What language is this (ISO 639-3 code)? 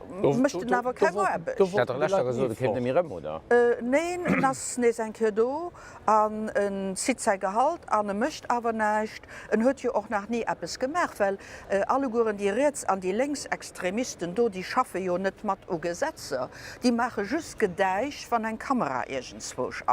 ltz